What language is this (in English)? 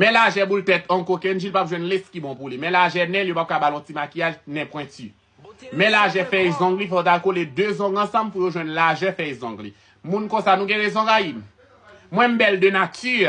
Haitian Creole